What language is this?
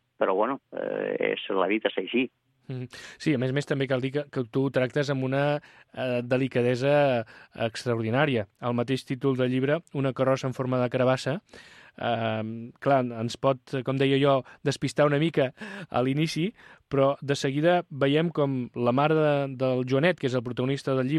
Catalan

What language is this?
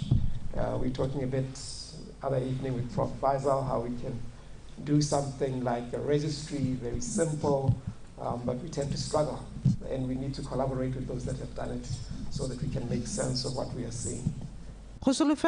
Tswana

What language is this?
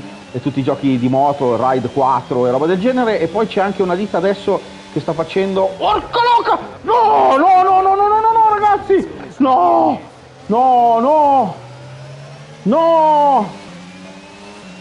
Italian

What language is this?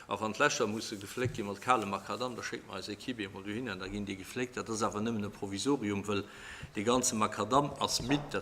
Luxembourgish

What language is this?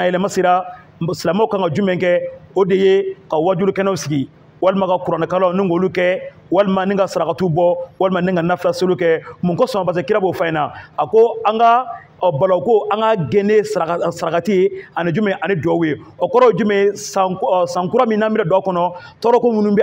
Bambara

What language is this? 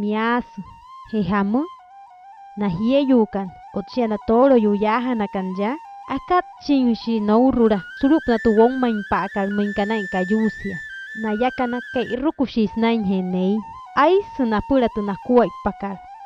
Wayuu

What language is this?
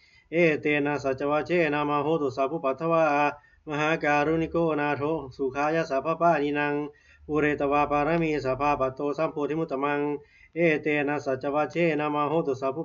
Pali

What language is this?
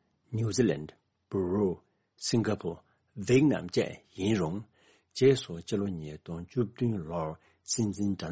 Tibetan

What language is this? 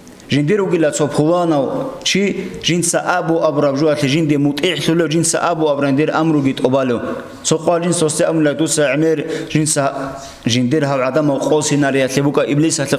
Avaric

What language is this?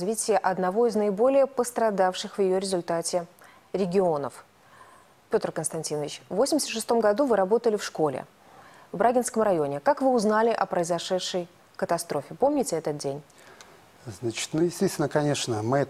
Russian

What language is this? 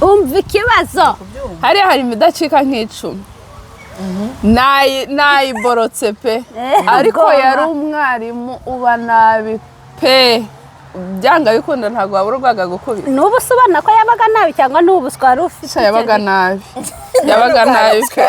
Kinyarwanda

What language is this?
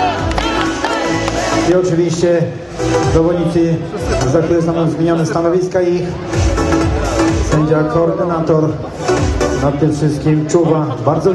Polish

